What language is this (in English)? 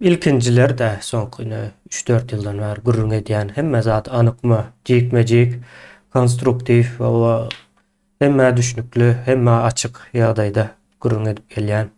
Turkmen